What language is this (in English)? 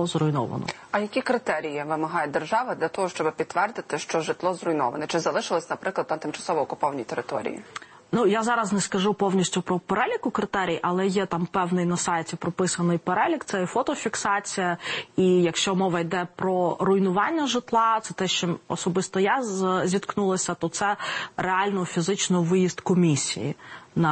Ukrainian